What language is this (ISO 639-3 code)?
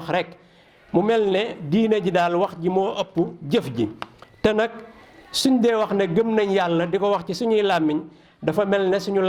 wol